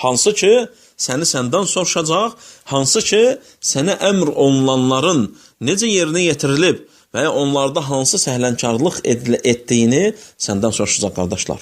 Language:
Azerbaijani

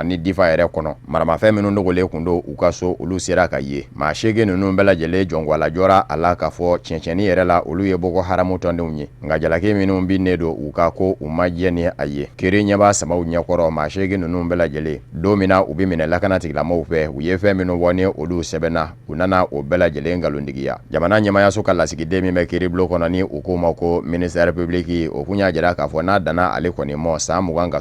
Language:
Bambara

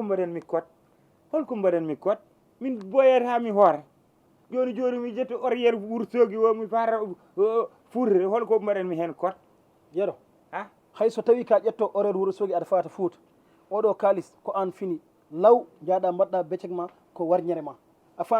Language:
Fula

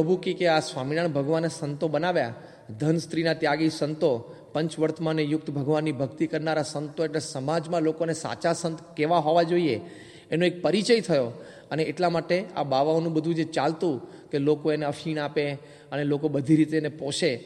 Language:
Gujarati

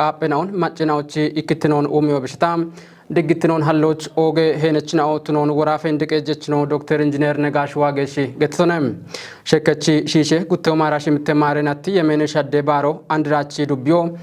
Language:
Kafa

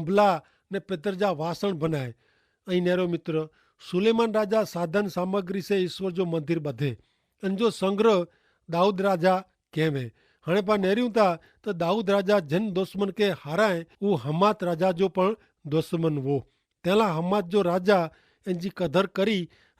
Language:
Kachhi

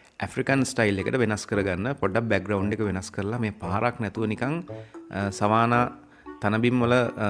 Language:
Sinhala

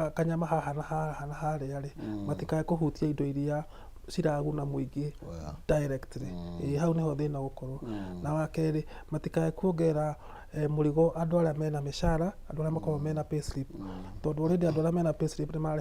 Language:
Kikuyu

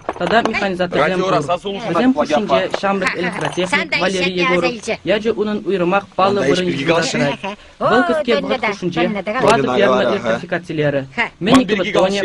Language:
Chuvash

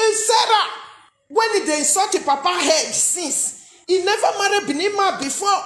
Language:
Nigerian Pidgin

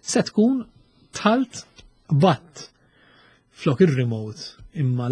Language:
Maltese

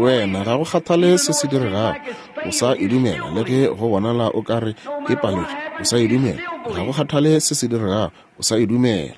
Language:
Northern Sotho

